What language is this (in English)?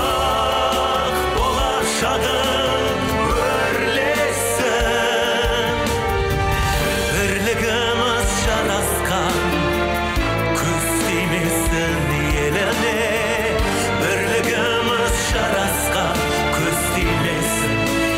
Kazakh